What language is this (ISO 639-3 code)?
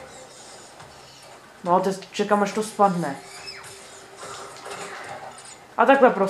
ces